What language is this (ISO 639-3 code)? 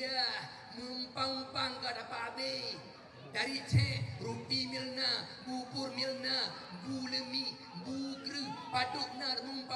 ace